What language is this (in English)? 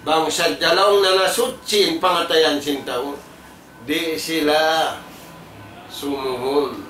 Tausug